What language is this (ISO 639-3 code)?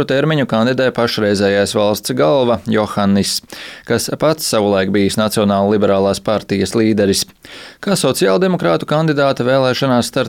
lav